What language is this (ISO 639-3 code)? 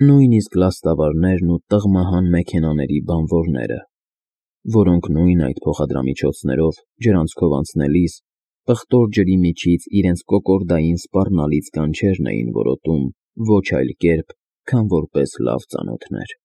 hye